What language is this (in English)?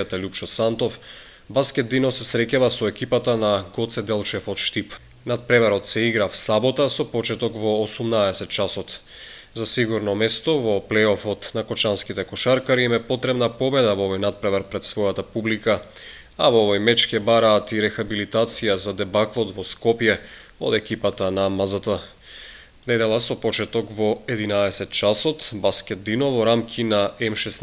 Macedonian